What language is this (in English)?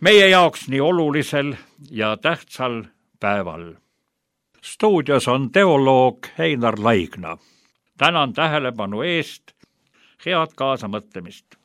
Estonian